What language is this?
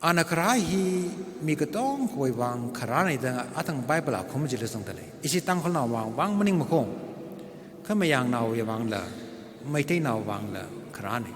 Tangkhul Naga (India)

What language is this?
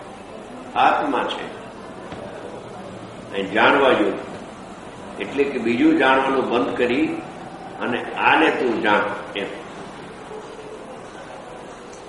Gujarati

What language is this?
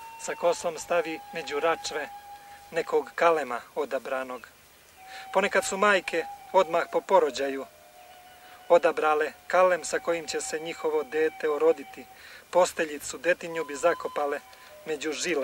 Serbian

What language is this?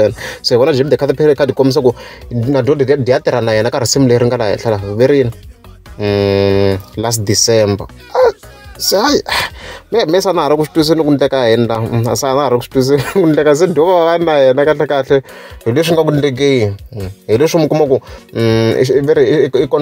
Tsonga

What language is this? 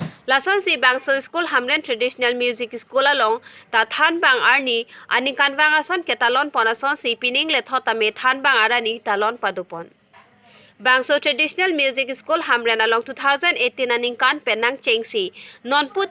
Karbi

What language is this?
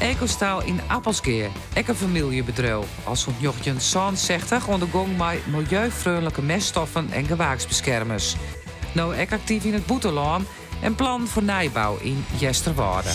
Western Frisian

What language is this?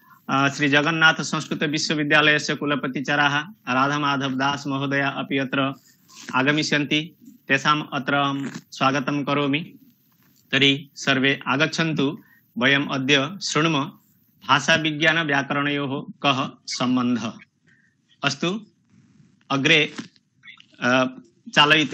Sanskrit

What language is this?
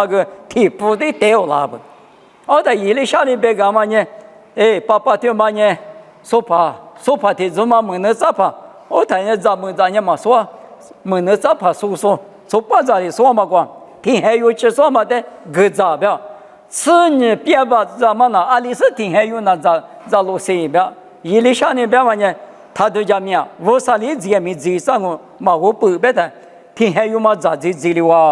Lisu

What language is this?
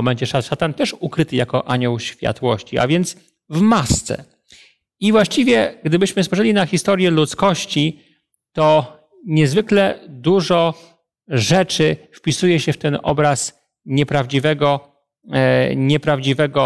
Polish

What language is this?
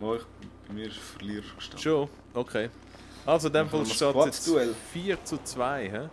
Swiss German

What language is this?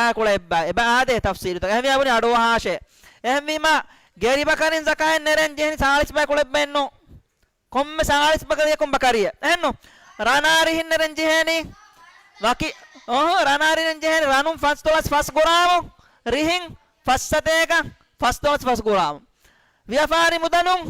Divehi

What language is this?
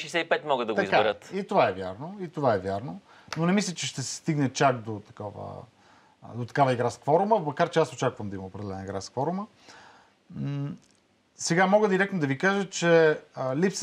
Bulgarian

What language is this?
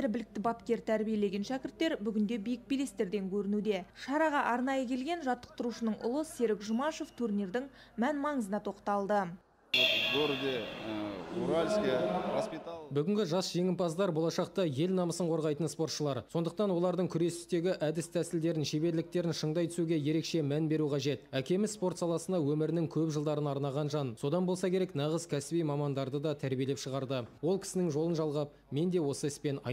Kazakh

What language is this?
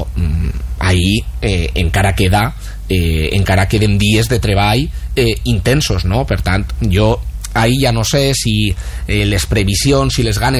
Catalan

